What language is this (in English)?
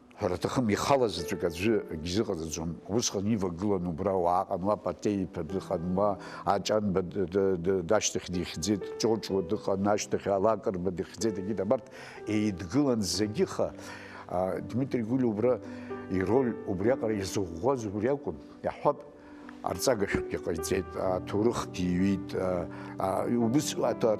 Abkhazian